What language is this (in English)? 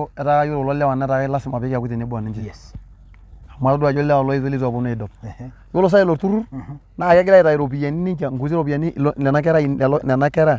Masai